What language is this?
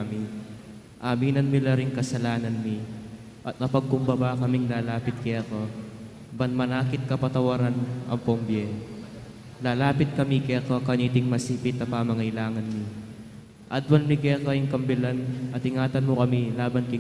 Pampanga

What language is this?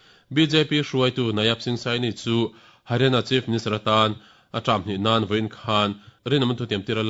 Mizo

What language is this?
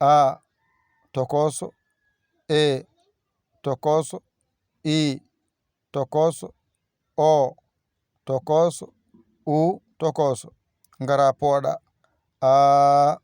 Fula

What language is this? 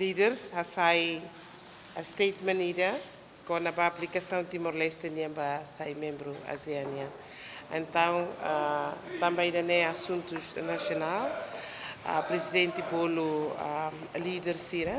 Tetum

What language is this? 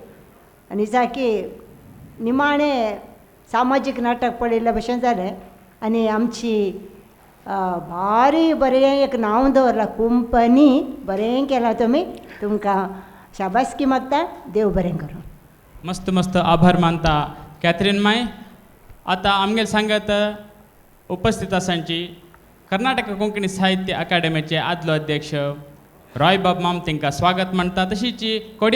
Konkani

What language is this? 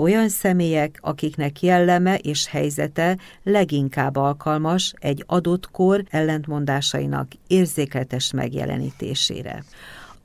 Hungarian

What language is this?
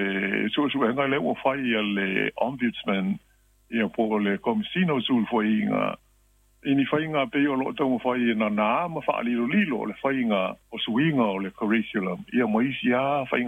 Samoan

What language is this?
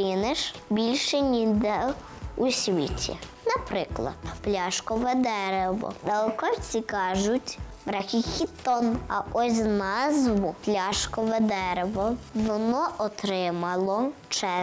Ukrainian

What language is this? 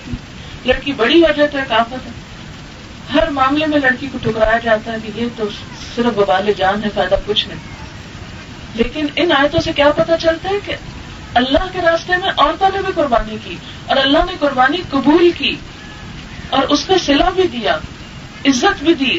Urdu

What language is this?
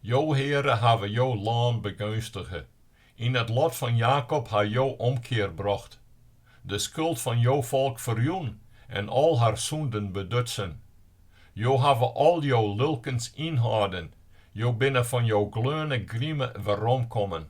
Western Frisian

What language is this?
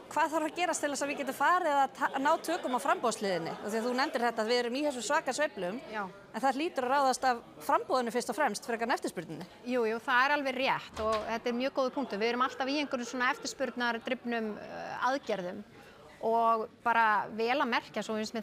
Icelandic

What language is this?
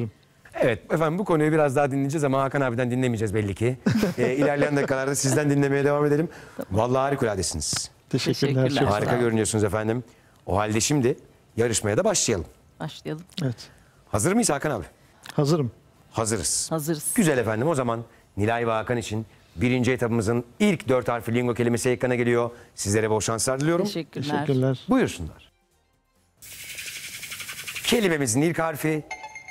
Turkish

